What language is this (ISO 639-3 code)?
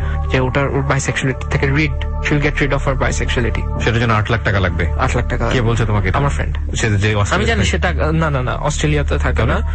ben